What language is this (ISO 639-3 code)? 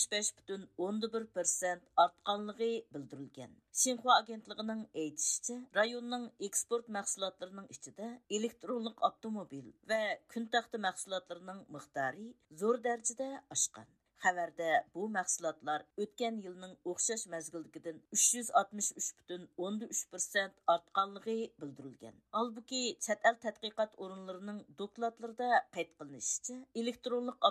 uig